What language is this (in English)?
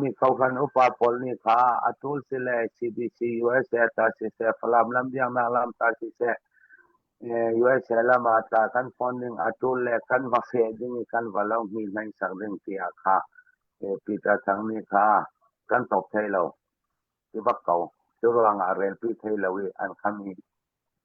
Falam Chin